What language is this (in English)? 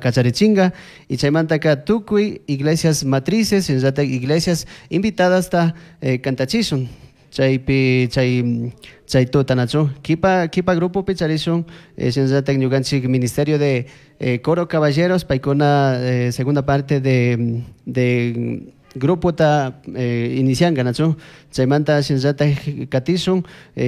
Chimborazo Highland Quichua